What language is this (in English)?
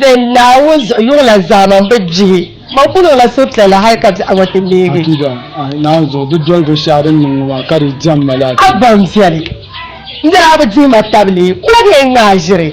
Dagbani